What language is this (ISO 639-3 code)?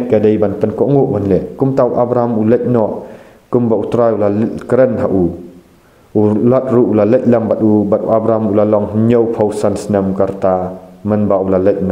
kha